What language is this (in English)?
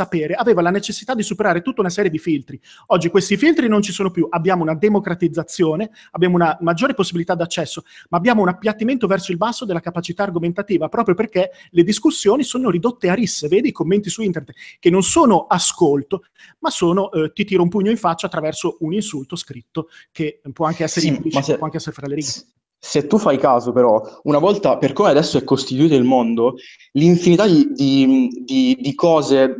Italian